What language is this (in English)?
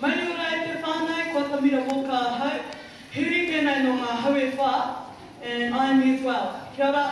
Māori